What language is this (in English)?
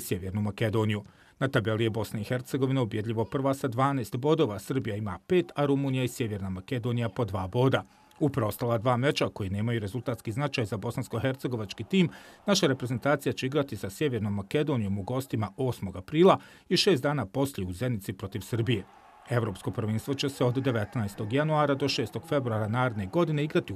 Bosnian